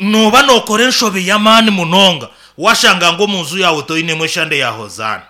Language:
Nyankole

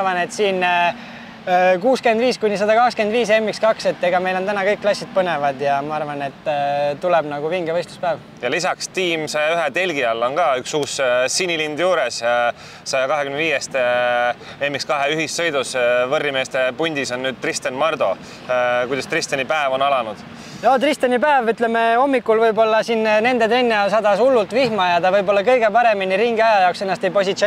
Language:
Estonian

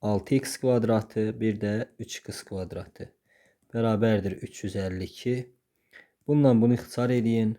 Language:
Azerbaijani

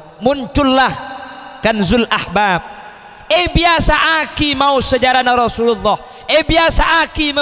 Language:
Madurese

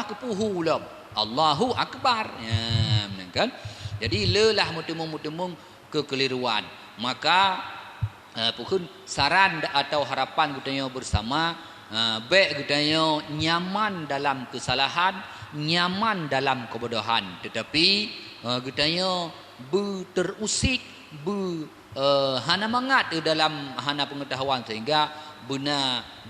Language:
Achinese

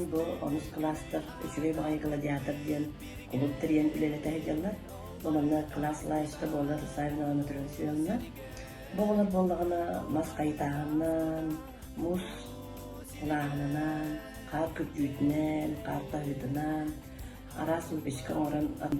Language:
Yakut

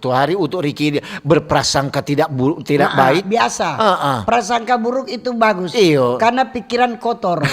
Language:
Manado Malay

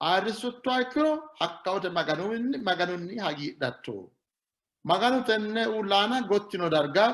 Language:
Sidamo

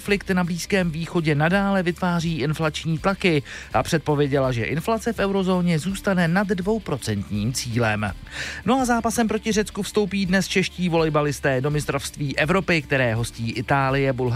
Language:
Czech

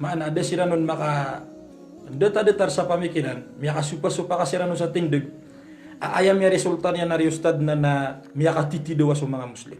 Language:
Maranao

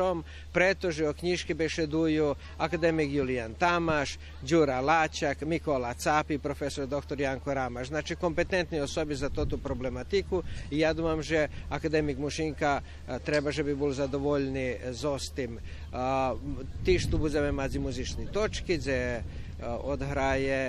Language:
Rusyn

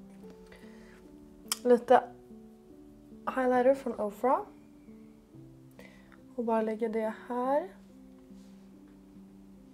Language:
Swedish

